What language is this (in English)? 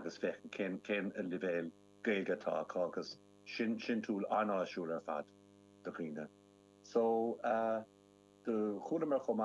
Irish